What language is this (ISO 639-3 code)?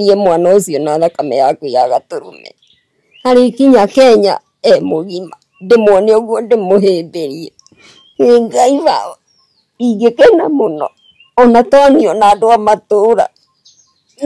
kik